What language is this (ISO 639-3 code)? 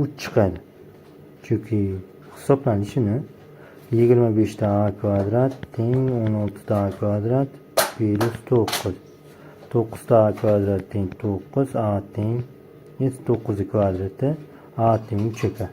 uzb